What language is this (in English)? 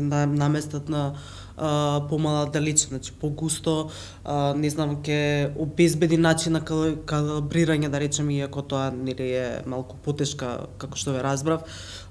Macedonian